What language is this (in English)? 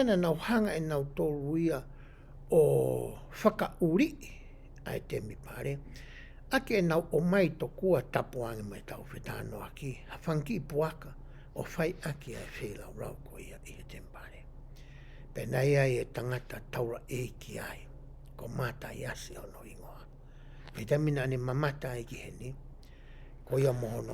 Tongan